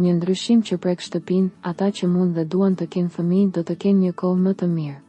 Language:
Albanian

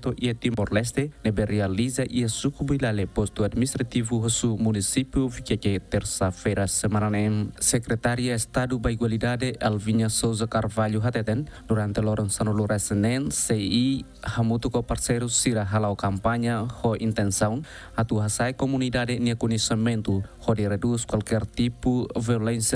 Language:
Tetum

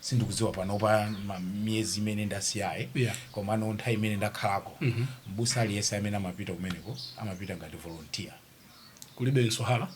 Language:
Nyanja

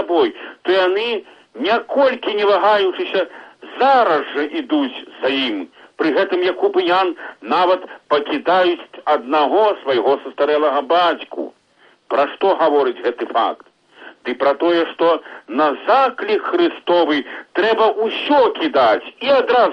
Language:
Belarusian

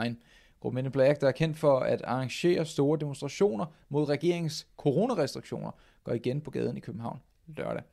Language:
Danish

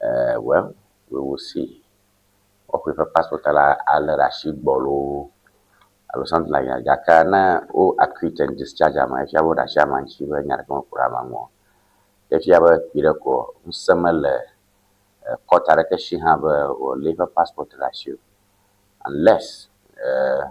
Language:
Ewe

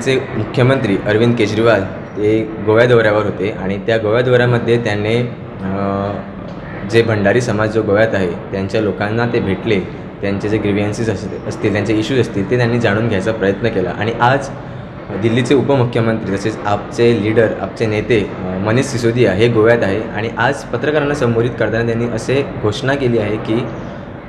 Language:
Marathi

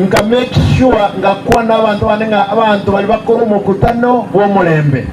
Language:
Gusii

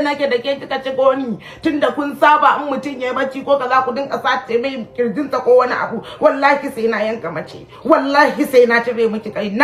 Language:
Hausa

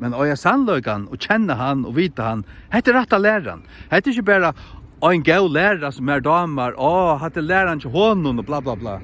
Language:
Faroese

